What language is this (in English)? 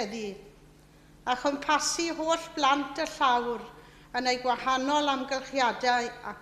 Welsh